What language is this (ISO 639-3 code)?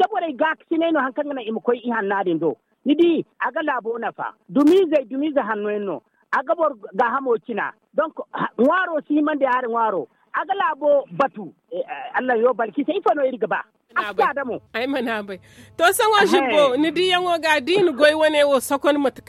dje